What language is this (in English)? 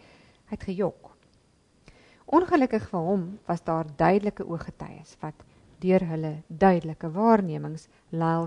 Afrikaans